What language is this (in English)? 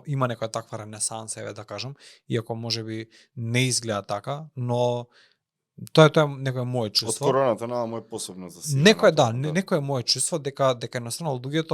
Macedonian